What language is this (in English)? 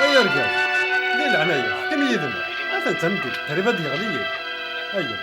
Kabyle